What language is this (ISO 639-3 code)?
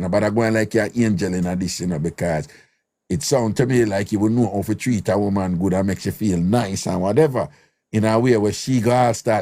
jam